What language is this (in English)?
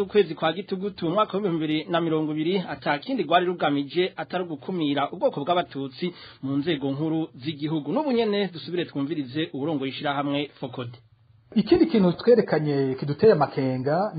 Rundi